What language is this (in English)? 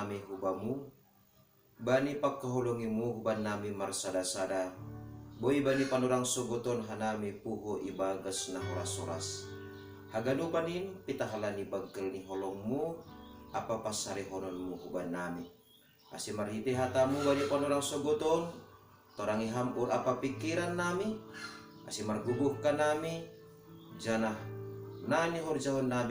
Batak Simalungun